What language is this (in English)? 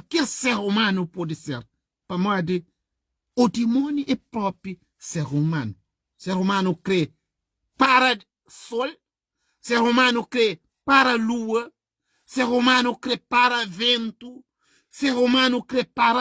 Kabuverdianu